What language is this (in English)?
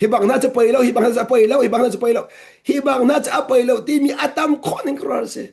Hakha Chin